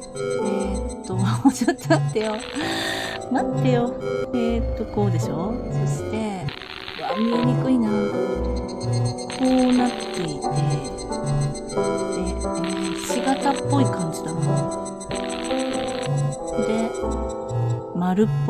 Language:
Japanese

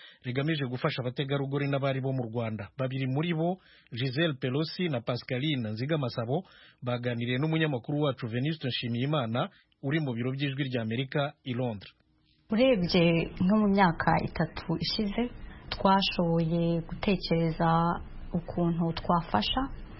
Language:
Kinyarwanda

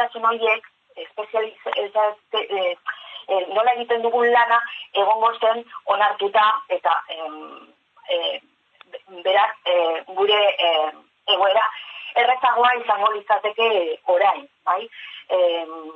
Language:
Basque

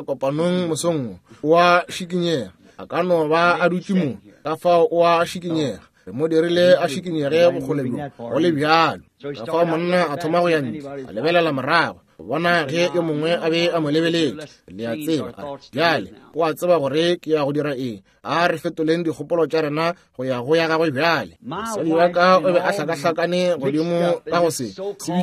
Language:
Northern Sotho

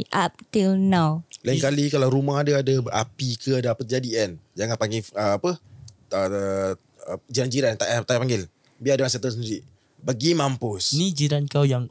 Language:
Malay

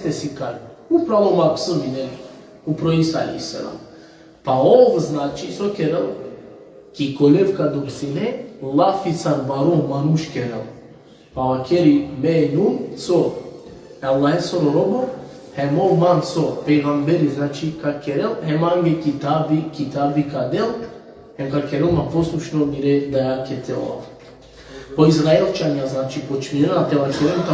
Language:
Balkan Romani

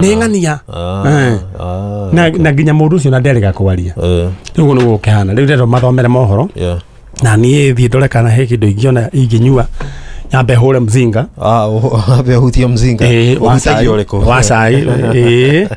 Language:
Kikuyu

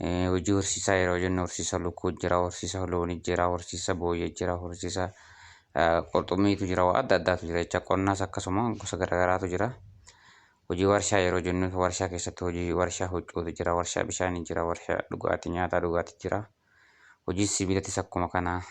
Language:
Oromo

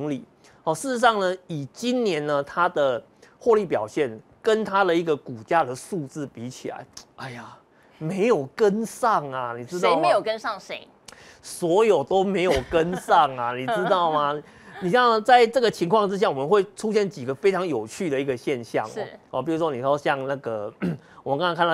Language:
Chinese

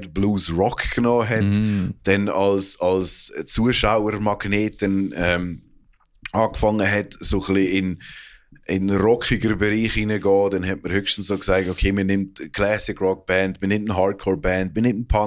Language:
Swiss German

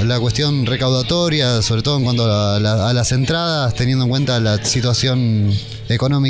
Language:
Spanish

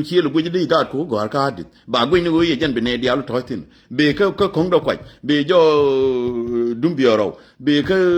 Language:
Nuer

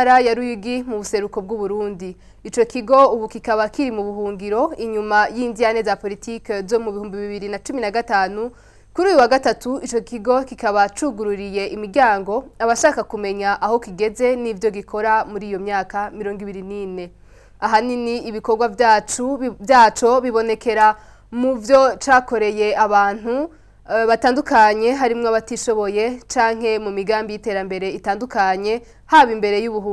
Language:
Rundi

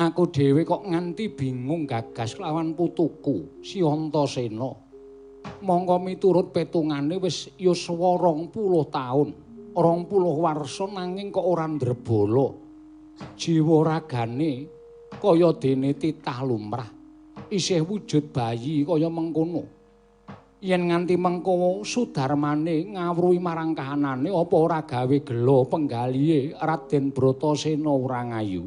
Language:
Javanese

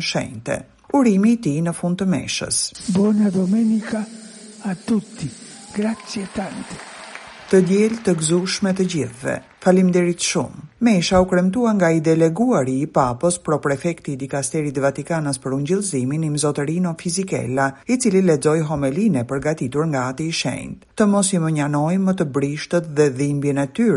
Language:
Albanian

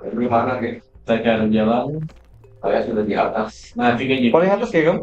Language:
Banjar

